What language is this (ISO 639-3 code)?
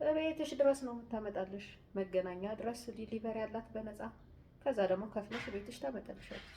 amh